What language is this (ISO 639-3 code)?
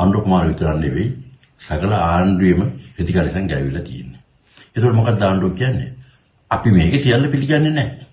sin